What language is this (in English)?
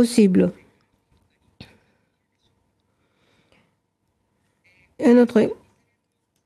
French